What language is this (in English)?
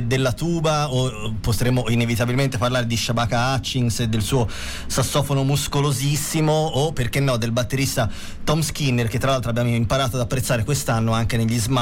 Italian